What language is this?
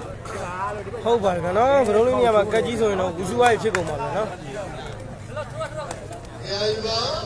Burmese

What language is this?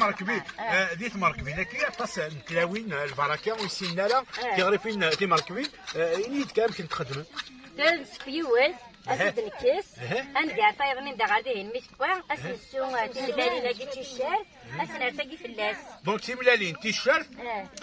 Kabyle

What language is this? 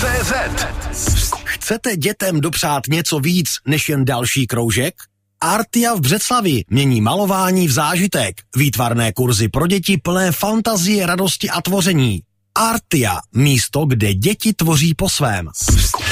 Czech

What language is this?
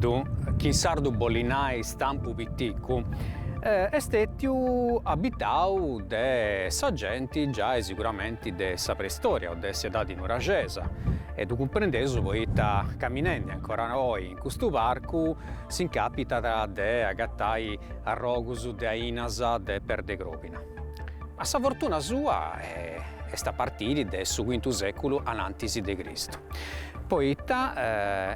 Sardinian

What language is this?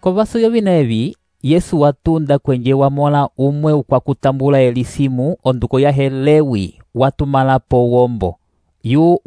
Umbundu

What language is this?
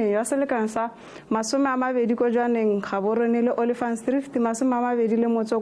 Tswana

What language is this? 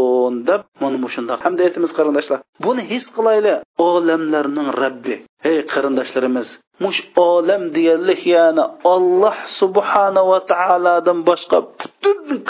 Uyghur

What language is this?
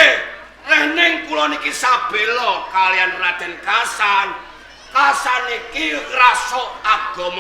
Javanese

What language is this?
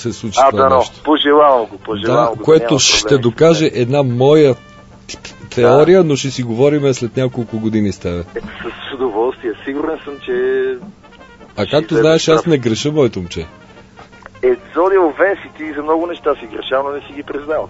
Bulgarian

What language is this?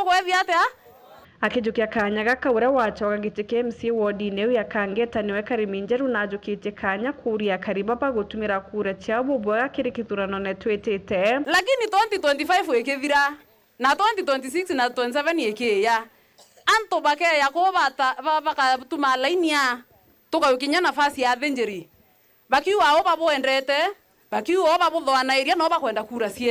Meru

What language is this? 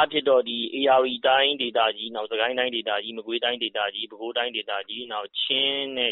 Burmese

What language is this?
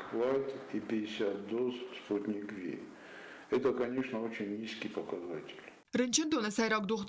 Ossetic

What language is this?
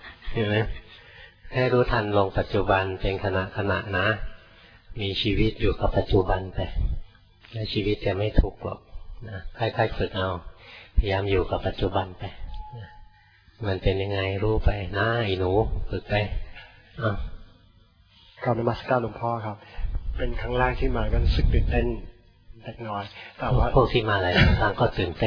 Thai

